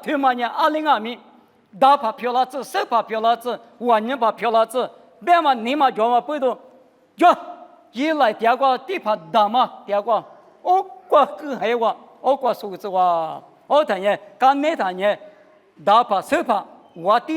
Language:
Lisu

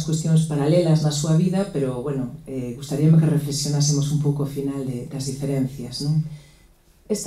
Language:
Galician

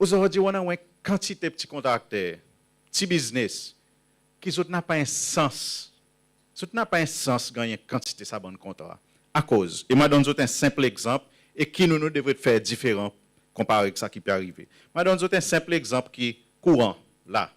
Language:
Seselwa Creole French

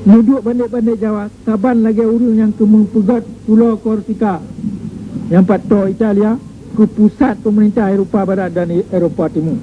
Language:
Achinese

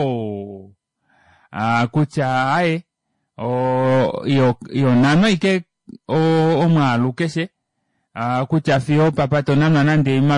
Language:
Kuanyama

